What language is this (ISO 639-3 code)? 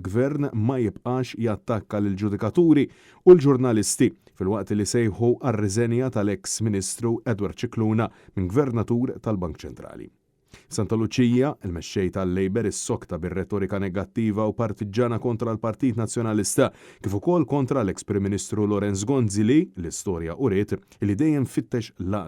mlt